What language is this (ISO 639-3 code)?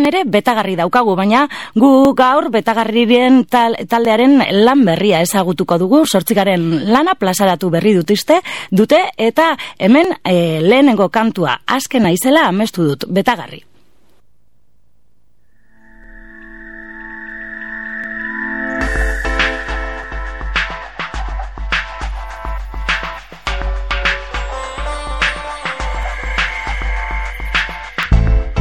eus